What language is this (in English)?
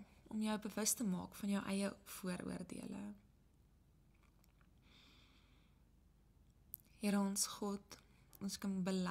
Afrikaans